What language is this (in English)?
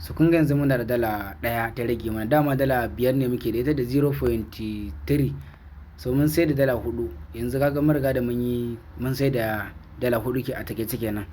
Hausa